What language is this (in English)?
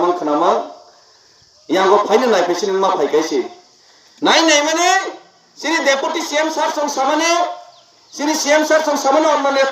Kok Borok